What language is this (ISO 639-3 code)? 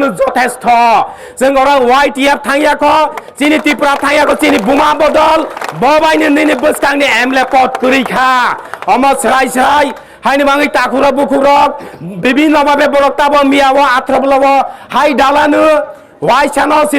trp